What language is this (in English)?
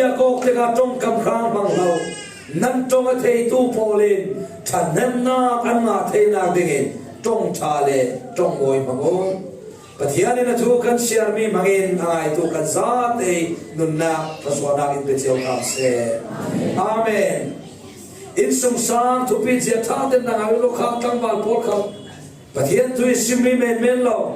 Falam Chin